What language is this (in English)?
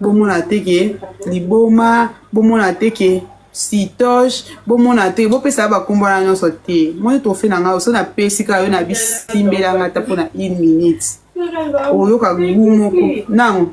Lingala